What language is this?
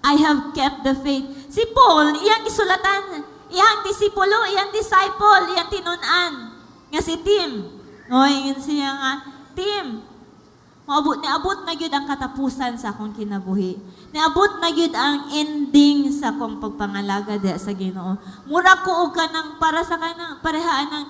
Cebuano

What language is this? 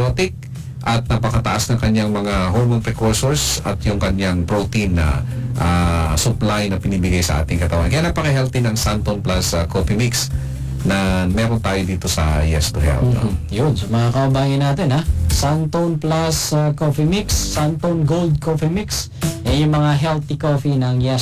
Filipino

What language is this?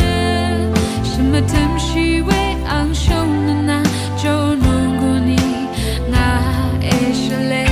Rawang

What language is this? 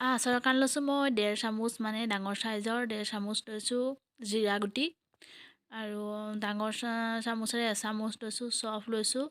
Assamese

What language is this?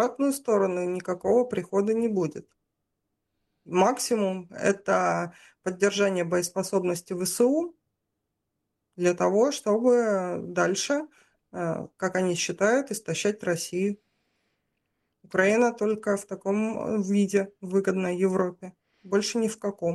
Russian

